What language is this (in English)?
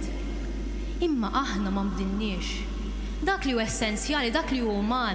Maltese